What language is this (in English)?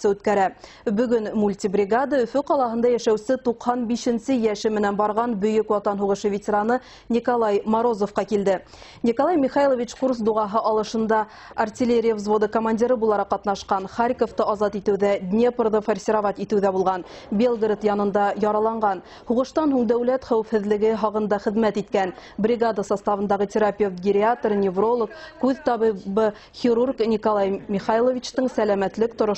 Bashkir